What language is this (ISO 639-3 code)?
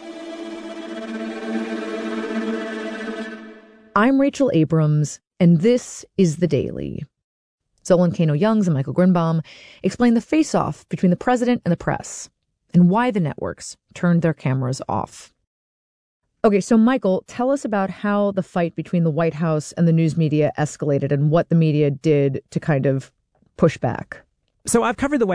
eng